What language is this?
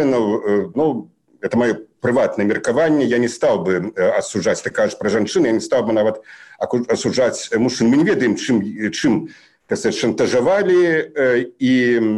Belarusian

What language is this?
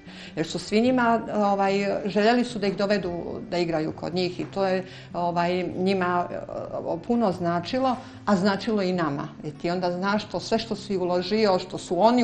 Croatian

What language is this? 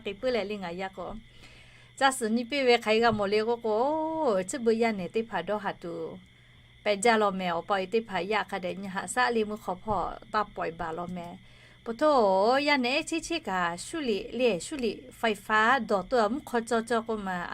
Lahu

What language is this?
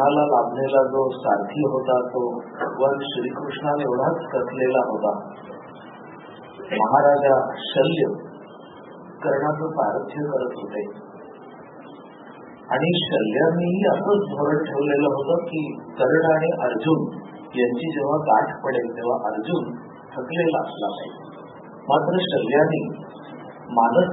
Marathi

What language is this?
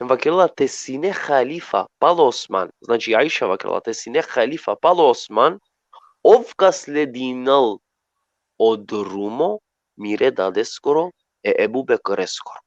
Balkan Romani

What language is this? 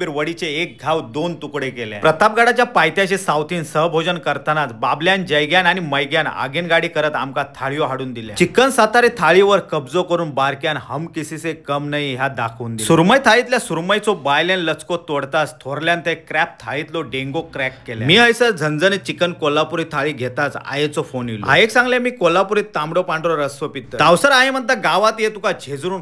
Konkani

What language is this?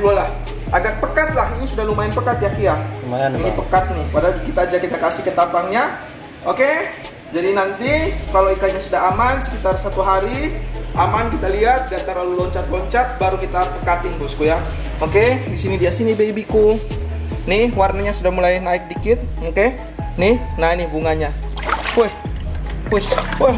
Indonesian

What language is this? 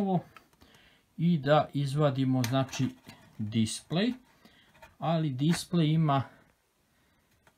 Serbian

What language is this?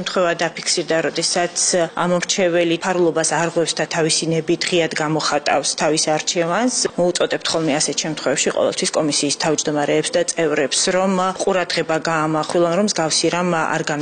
Georgian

